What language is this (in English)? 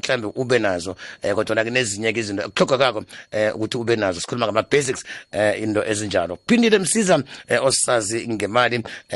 South Ndebele